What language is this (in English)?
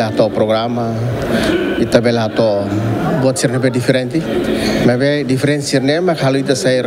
Tetum